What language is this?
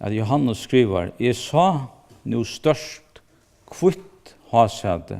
Faroese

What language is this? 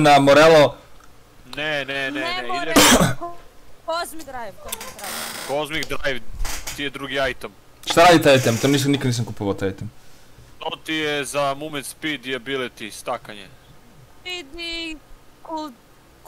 Serbian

